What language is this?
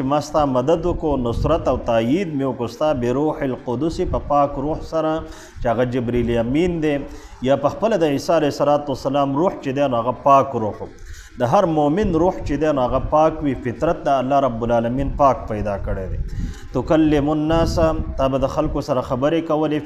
Pashto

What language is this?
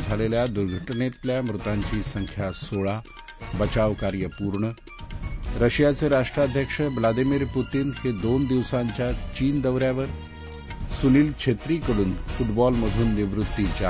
Marathi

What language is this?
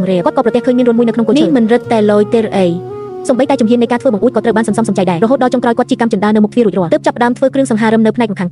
Khmer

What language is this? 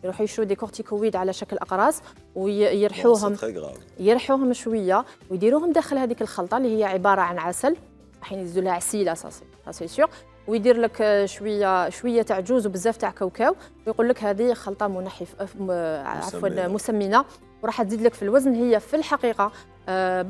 Algerian Arabic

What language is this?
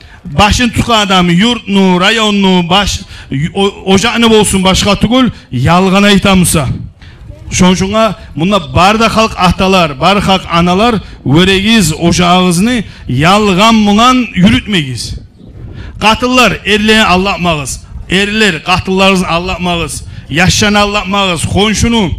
Kumyk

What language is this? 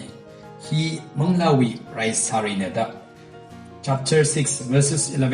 Tangkhul Naga (India)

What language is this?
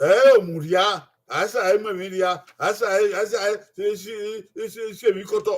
Bini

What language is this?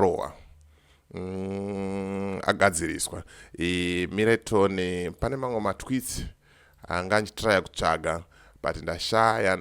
Shona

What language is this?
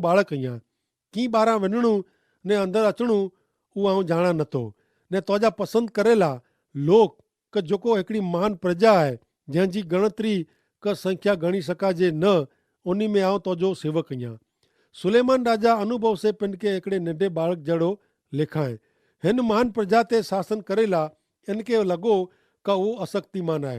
Kachhi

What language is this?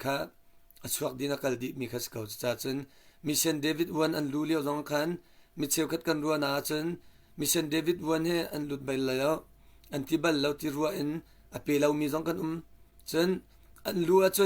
Hakha Chin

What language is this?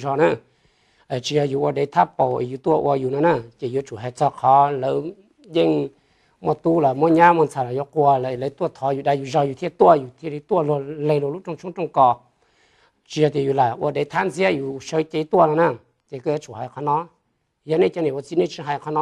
Hmong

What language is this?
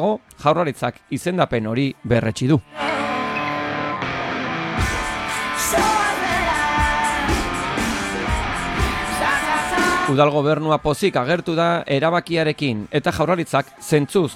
Basque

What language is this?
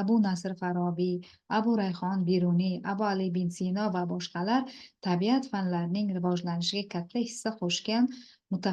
Uzbek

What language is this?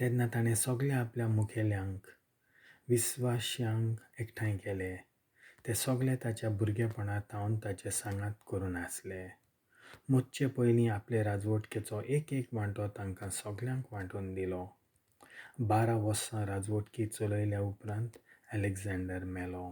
Konkani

